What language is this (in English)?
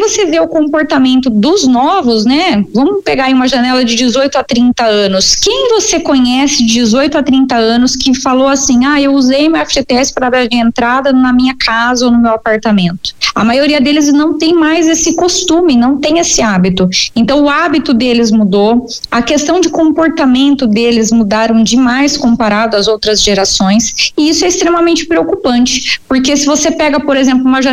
Portuguese